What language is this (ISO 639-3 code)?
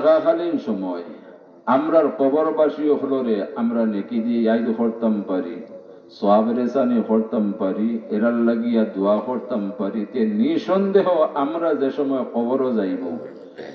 syl